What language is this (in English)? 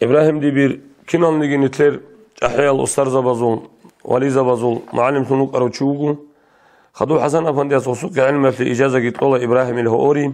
Avaric